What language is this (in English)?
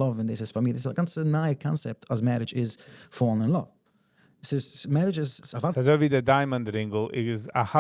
Yiddish